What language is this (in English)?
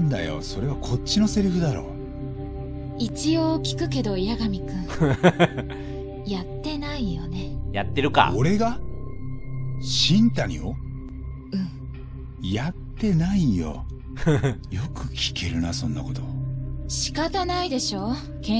Japanese